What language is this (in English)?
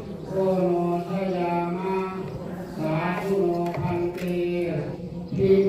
Pali